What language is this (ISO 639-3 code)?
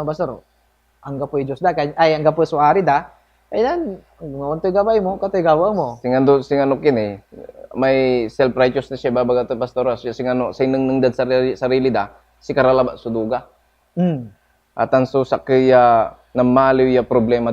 pag